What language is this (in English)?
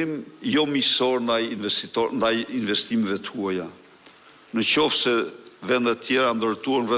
Albanian